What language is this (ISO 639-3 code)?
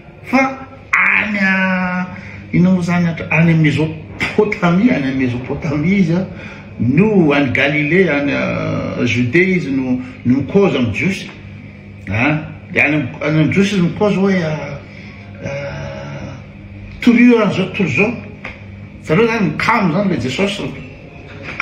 mlg